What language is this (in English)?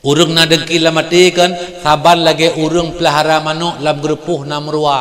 Achinese